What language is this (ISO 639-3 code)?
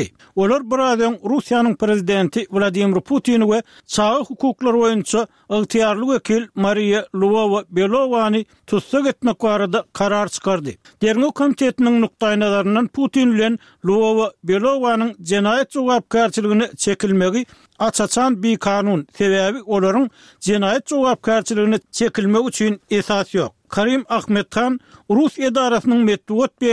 tuk